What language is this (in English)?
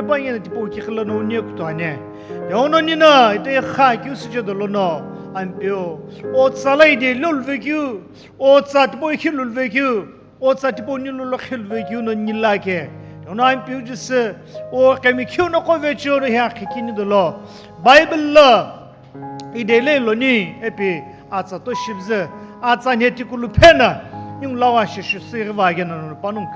Sumi Naga